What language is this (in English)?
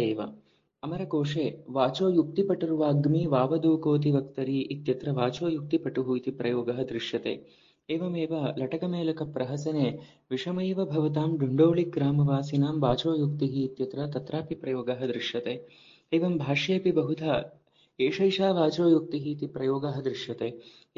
Sanskrit